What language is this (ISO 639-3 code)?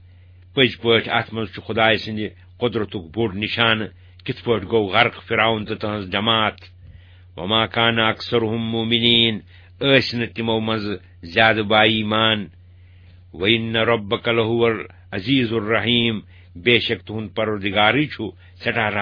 kas